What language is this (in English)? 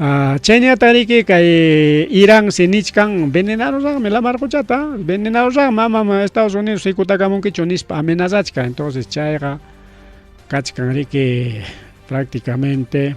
Ayacucho Quechua